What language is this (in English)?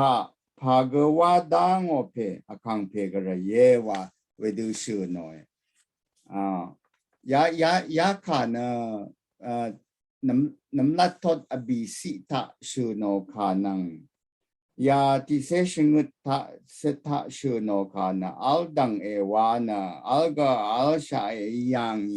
Rawang